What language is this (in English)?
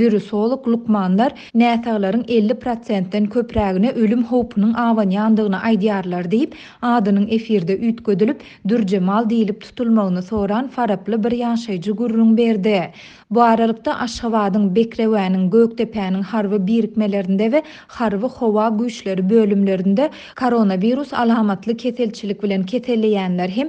Turkmen